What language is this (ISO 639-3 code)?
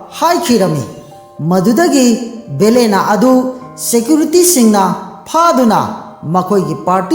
mni